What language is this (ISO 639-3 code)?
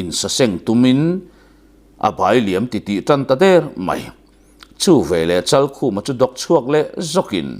lus